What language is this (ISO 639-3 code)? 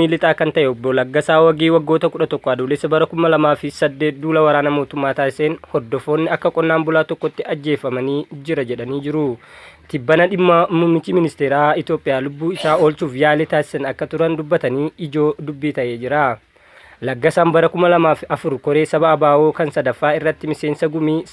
orm